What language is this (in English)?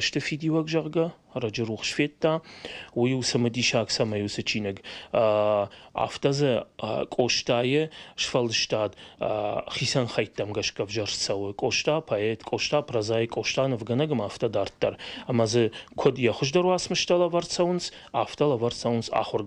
Ossetic